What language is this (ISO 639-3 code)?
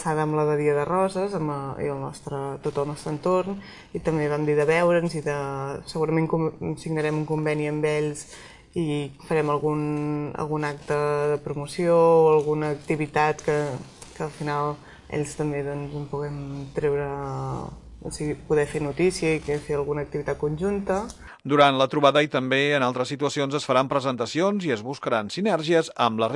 cat